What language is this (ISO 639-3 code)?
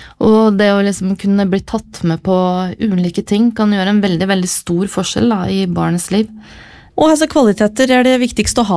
nor